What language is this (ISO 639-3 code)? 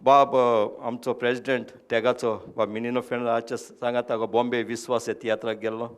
kok